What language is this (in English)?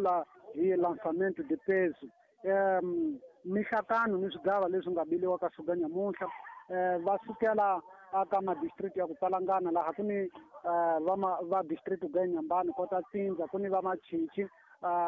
Tsonga